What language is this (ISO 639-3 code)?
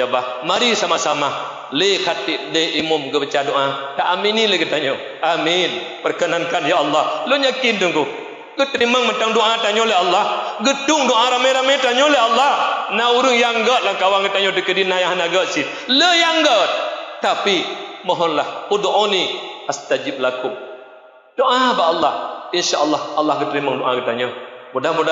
ace